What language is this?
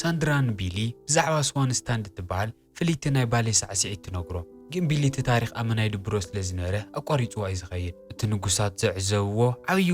Tigrinya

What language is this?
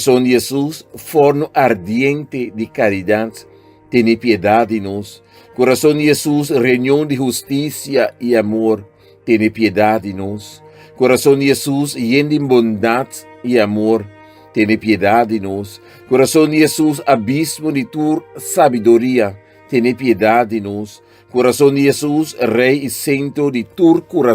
Papiamento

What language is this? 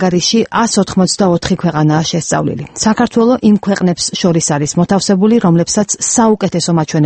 Georgian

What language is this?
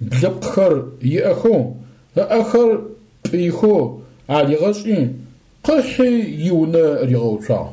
Adyghe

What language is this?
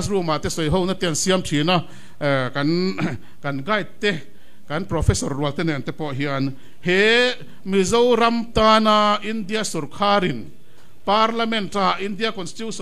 Mizo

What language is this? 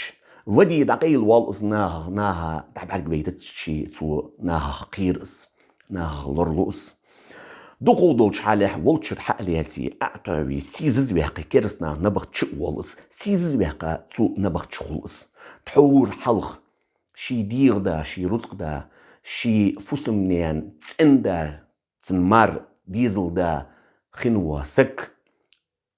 Ingush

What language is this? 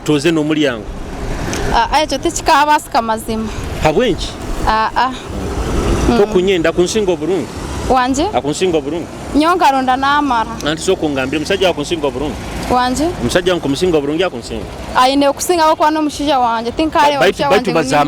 Nyoro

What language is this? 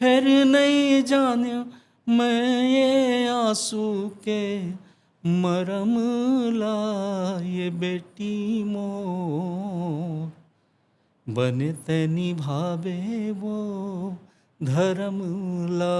Chhattisgarhi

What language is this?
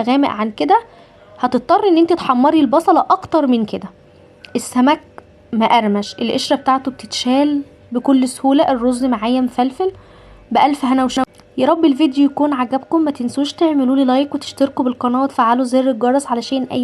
Egyptian Arabic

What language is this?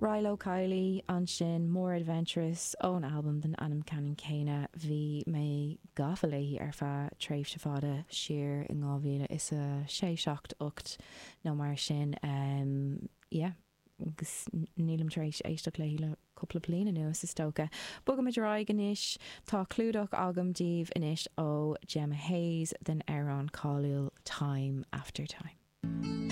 Irish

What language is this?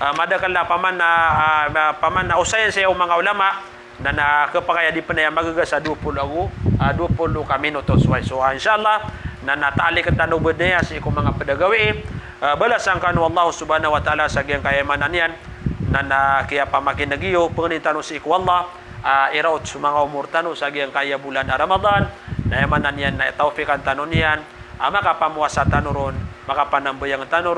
Maranao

